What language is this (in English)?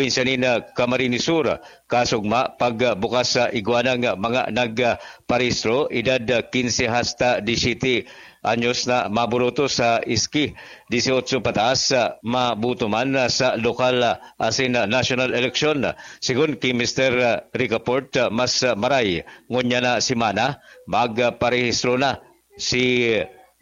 Bikol